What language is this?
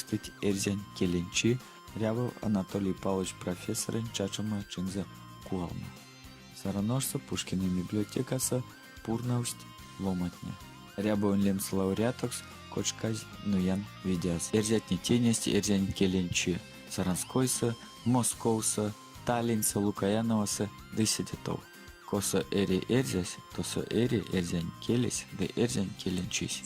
Erzya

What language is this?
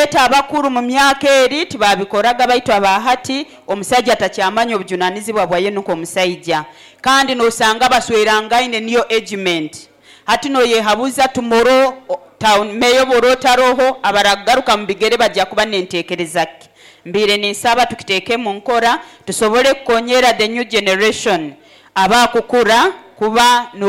Nyoro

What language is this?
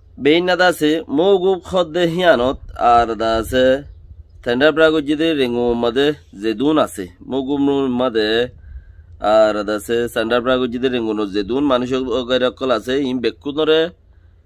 Rohingya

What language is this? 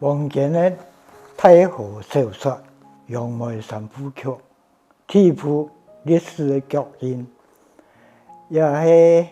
Hakka Chinese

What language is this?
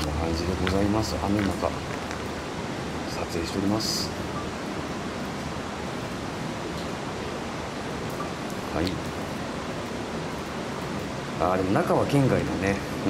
Japanese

